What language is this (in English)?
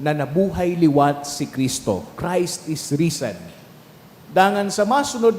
Bikol